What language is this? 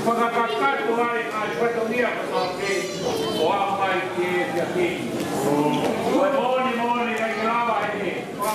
Tongan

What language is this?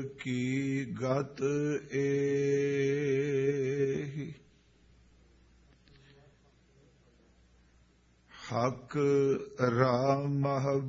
Punjabi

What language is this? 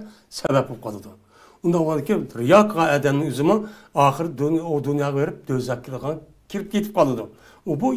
Uyghur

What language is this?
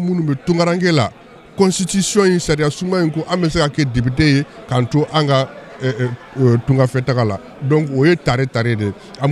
Bambara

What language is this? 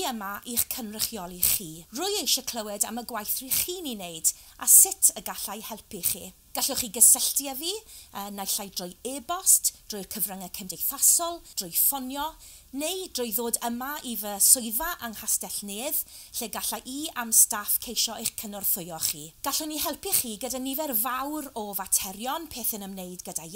Welsh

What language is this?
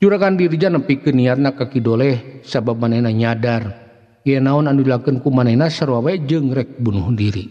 Sundanese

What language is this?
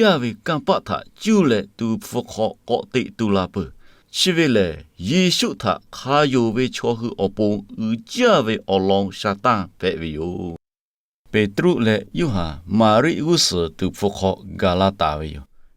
Lahu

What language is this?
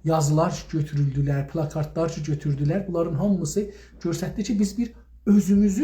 South Azerbaijani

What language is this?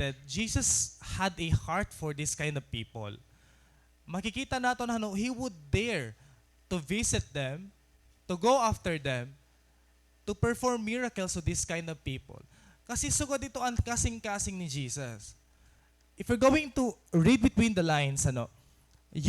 Waray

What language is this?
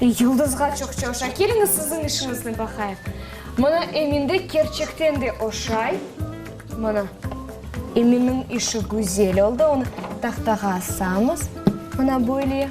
Crimean Tatar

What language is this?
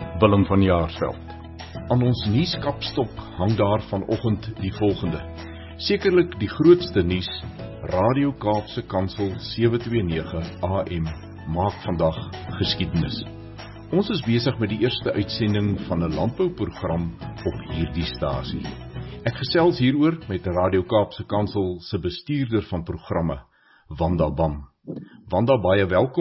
Afrikaans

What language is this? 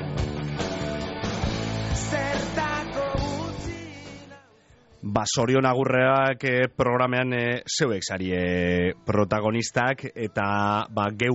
Basque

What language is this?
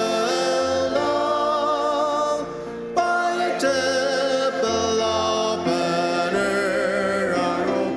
Ao Naga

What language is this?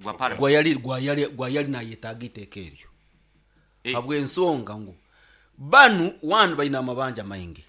Nyoro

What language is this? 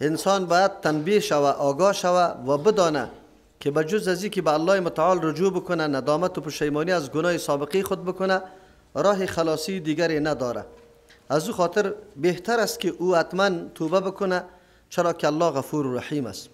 Persian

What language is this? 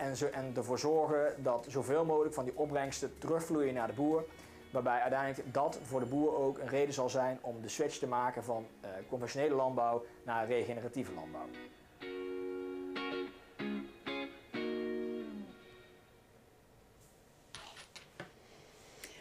Dutch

